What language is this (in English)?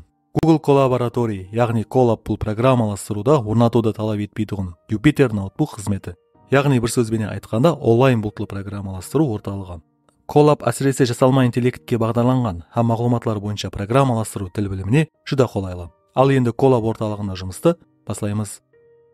Kara-Kalpak